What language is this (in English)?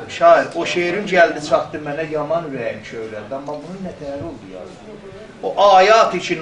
South Azerbaijani